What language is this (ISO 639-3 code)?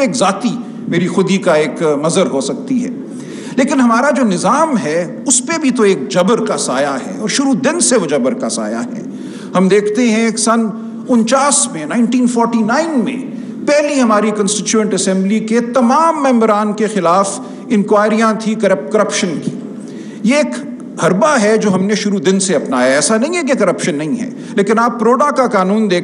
urd